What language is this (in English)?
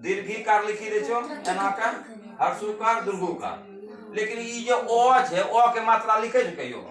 Angika